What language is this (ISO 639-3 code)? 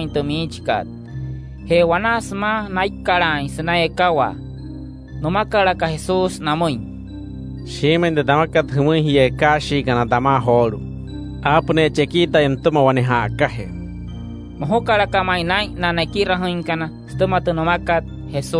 guc